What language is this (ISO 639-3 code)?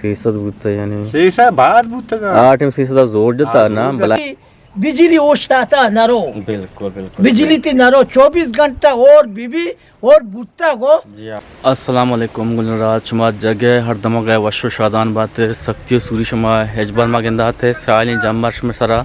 bgp